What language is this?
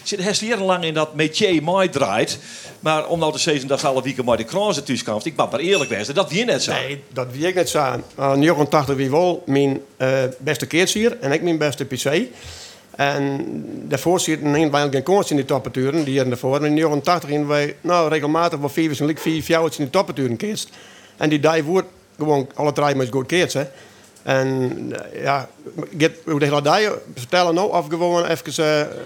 Western Frisian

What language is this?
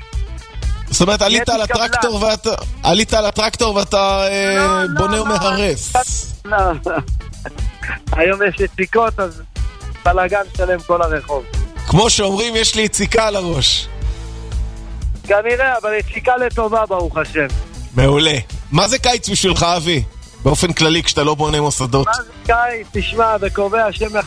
Hebrew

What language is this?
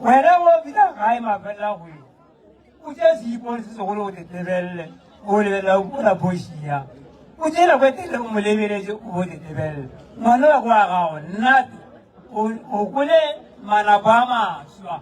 Northern Sotho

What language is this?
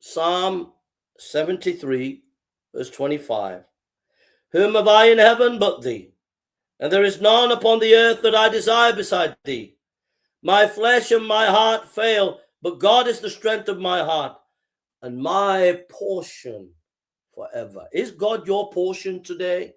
English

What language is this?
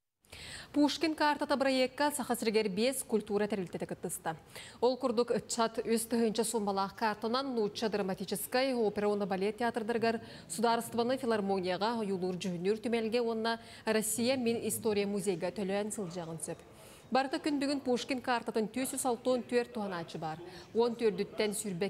Yakut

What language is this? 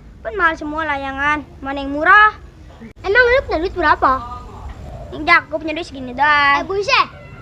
Betawi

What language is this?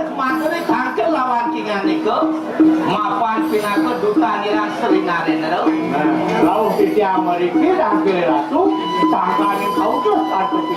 Balinese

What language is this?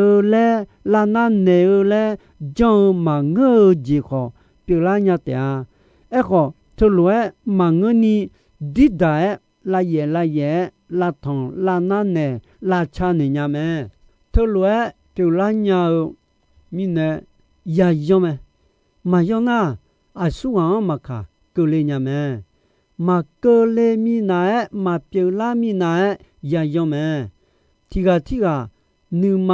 Akha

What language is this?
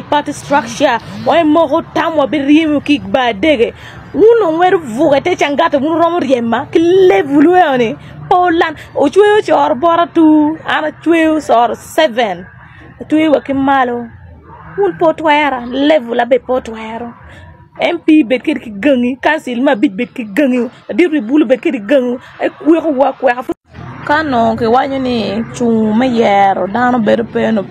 Acoli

